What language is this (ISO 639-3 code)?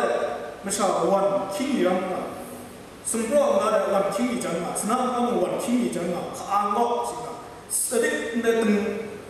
kac